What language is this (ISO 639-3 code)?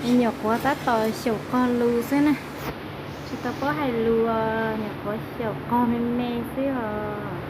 hmn